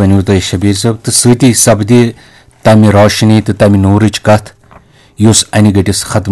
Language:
Kashmiri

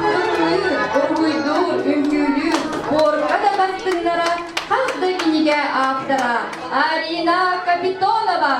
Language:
Yakut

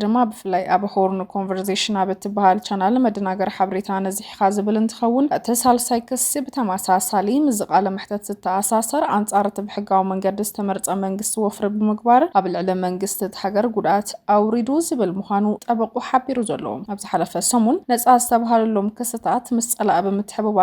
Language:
Tigrinya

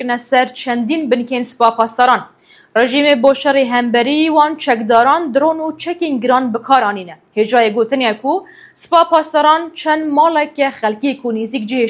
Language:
Kurdish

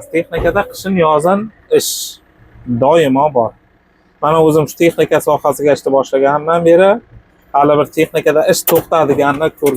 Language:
Uzbek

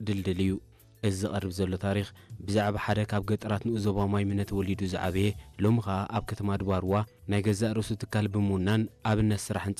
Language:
Tigrinya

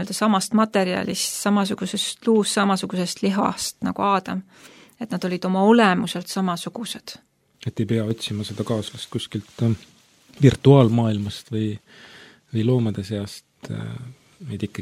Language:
Estonian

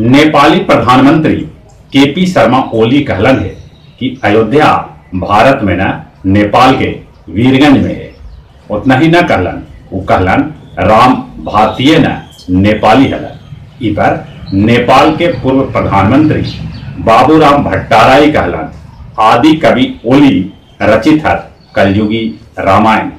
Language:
Magahi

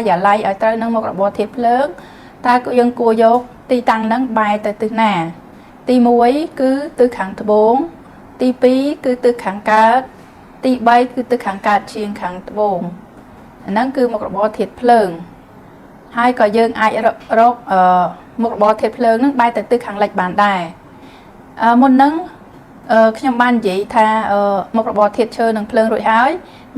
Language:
Khmer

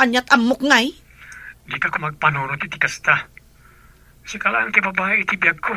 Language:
Iloko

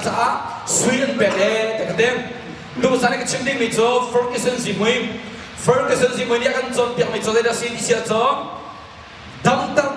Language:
Hakha Chin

